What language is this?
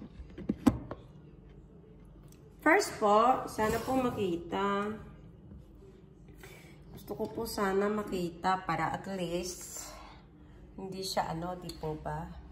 Filipino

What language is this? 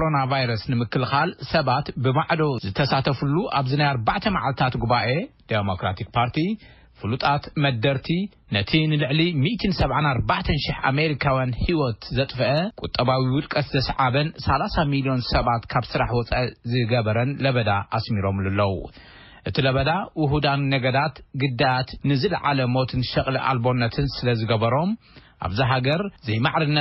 Tigrinya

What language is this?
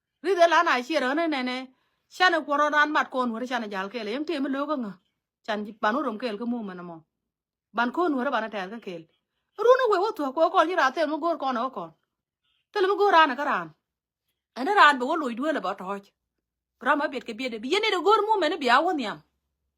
Nuer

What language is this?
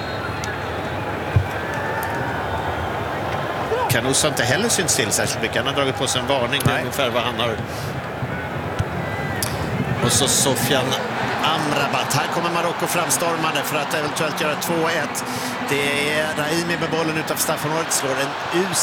Swedish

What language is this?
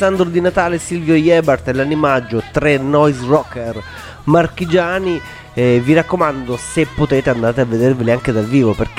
Italian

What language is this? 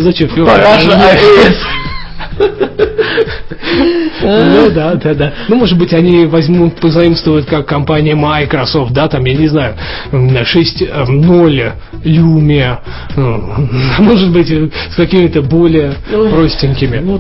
Russian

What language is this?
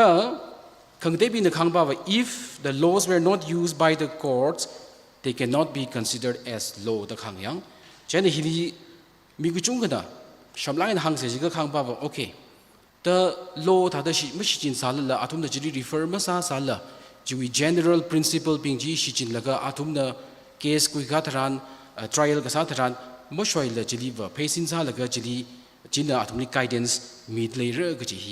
Tangkhul Naga (India)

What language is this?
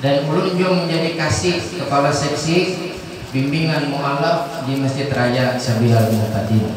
Banjar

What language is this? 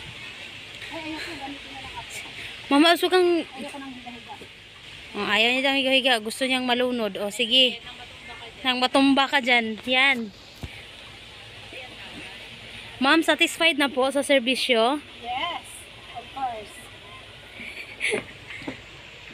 Filipino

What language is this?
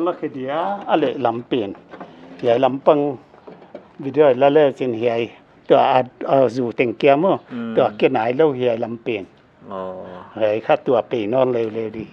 Paite Chin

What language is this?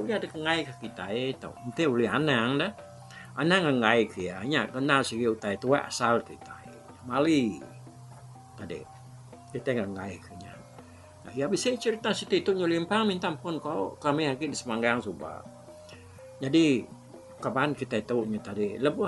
Iban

